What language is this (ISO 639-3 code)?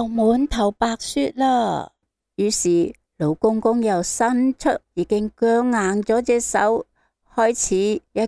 yue